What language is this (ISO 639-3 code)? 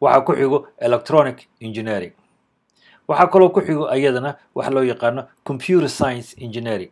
som